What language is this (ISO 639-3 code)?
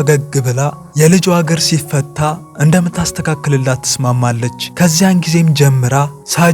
amh